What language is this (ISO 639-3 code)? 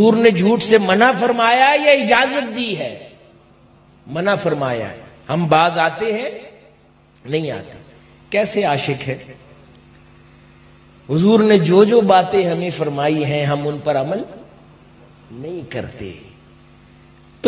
urd